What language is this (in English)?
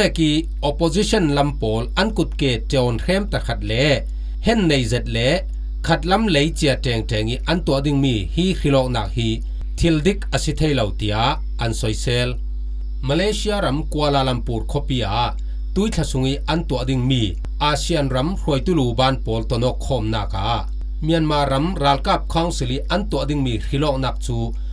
Falam Chin